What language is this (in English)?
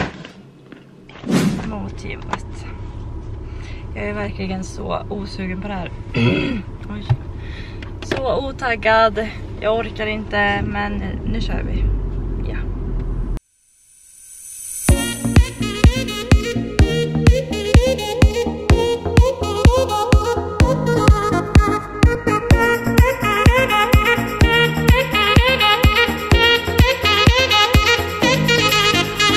Swedish